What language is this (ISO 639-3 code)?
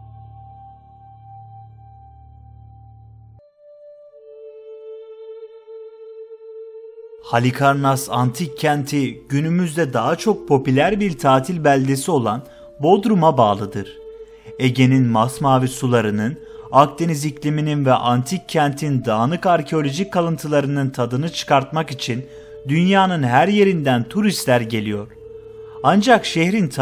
tur